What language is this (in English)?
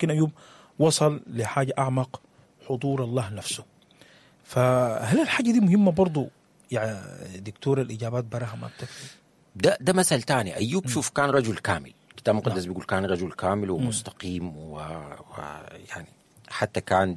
Sudanese Arabic